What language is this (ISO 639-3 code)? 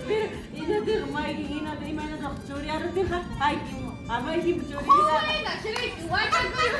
quy